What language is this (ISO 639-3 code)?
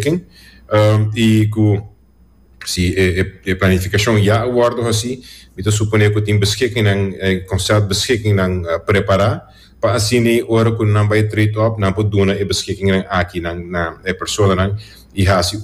pap